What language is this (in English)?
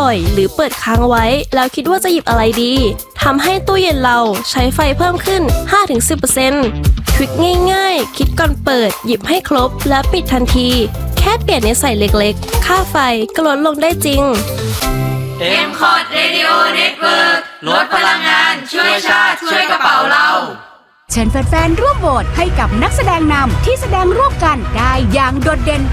Thai